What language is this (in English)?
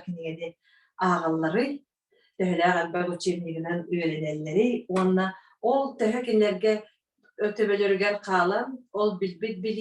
Yakut